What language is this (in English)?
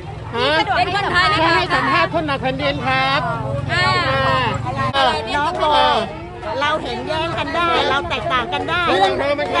Thai